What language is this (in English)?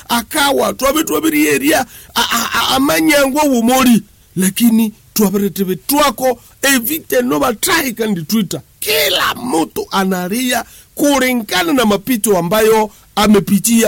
Swahili